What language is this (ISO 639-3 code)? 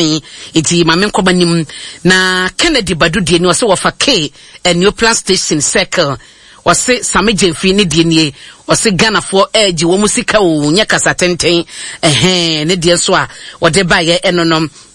aka